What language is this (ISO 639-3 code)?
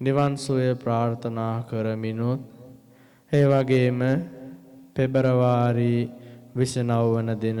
sin